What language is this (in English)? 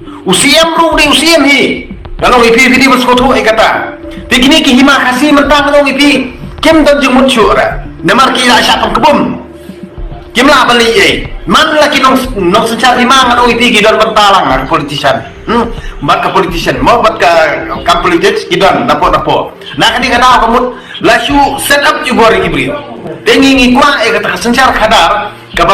Khasi